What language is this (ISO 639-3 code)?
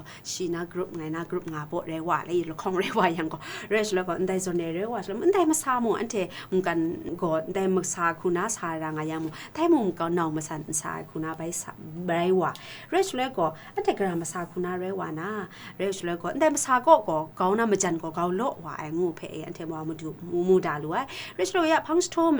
kac